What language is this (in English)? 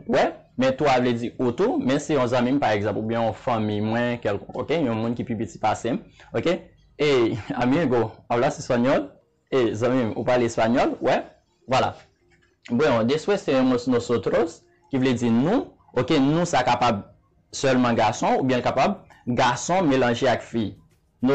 Haitian Creole